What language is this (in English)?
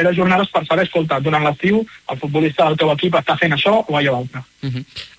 Catalan